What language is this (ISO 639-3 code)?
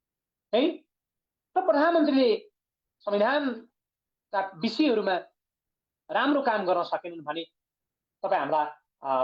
nep